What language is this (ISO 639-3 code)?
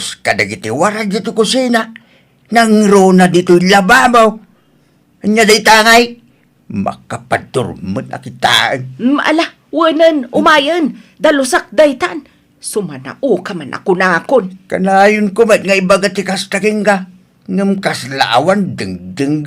ilo